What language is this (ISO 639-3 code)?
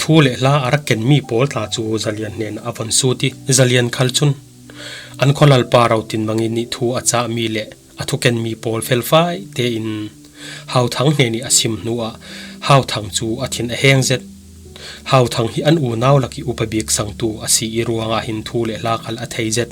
cfm